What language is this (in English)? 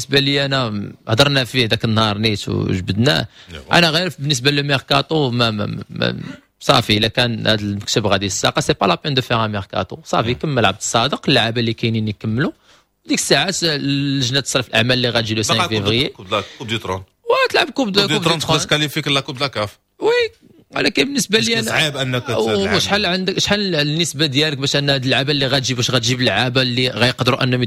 Moroccan Arabic